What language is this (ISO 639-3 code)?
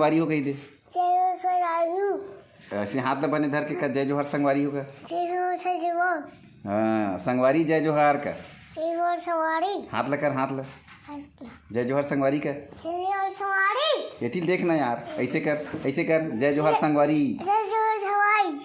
hne